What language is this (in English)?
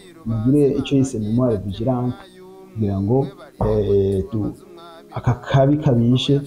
Rundi